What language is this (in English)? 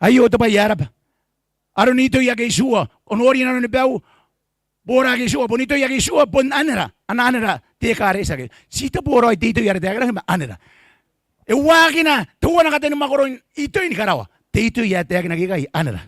Gilbertese